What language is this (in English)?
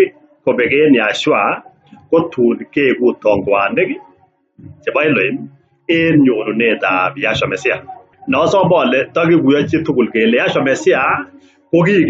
Kalenjin